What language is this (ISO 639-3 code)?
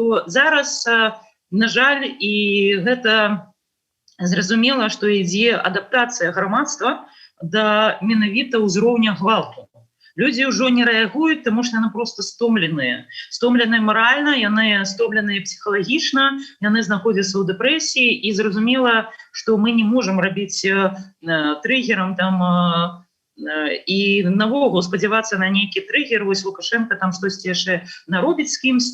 bel